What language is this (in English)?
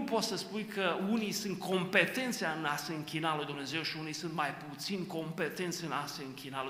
Romanian